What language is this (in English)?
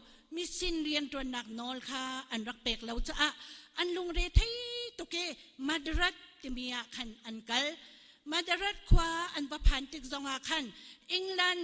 Hakha Chin